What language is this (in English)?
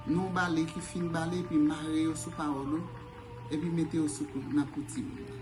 Haitian Creole